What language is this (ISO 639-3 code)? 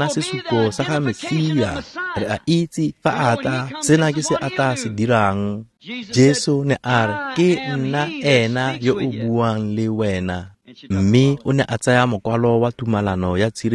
tsn